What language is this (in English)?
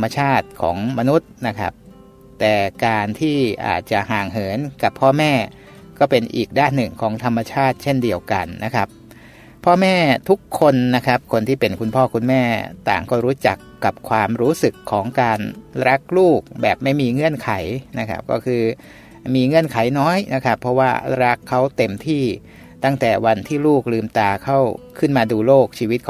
Thai